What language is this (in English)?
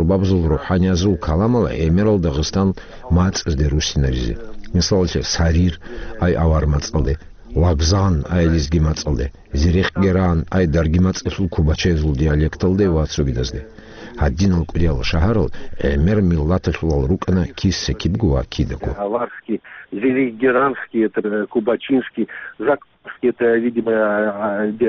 Avaric